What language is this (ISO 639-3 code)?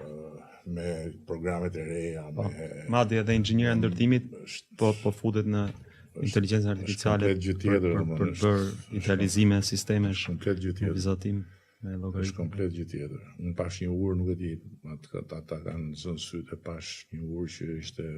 sqi